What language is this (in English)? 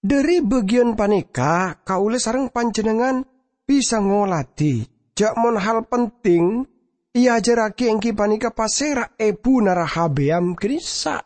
Madurese